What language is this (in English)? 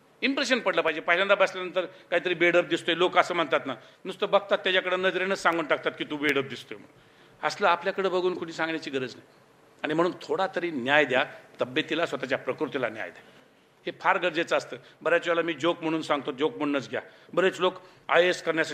Marathi